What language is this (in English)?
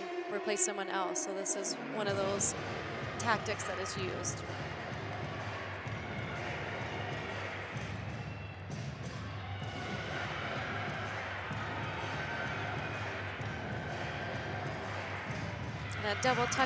English